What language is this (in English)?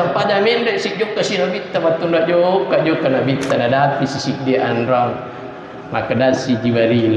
Buginese